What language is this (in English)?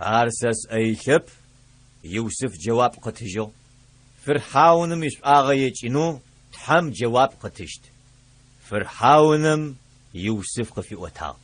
Adyghe